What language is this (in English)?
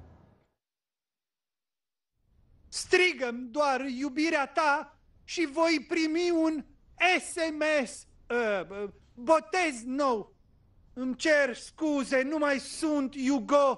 Romanian